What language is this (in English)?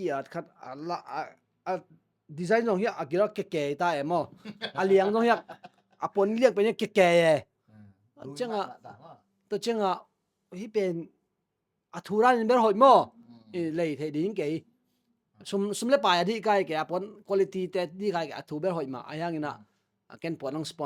Tedim Chin